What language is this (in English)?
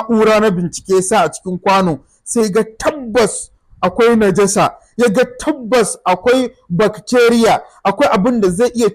Hausa